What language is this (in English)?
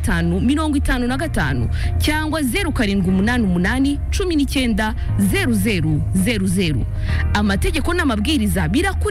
Kinyarwanda